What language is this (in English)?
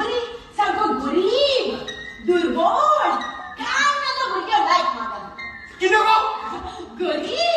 Konkani